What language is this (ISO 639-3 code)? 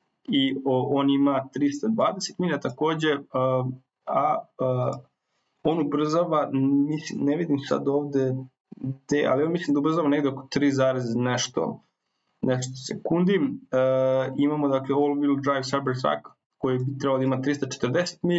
srp